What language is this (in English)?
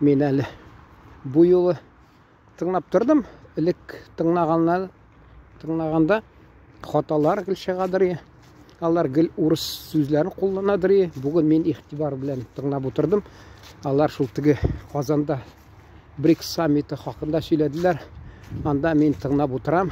Tatar